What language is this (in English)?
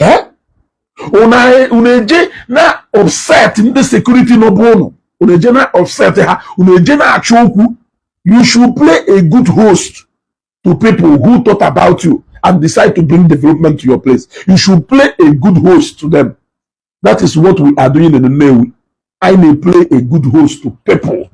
Igbo